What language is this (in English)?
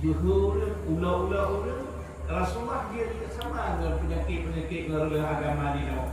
Achinese